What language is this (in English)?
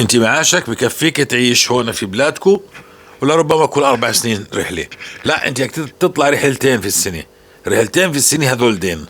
North Levantine Arabic